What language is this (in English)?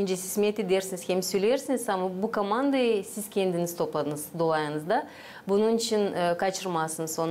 Gagauz